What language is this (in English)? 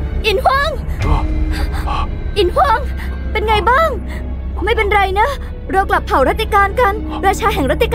Thai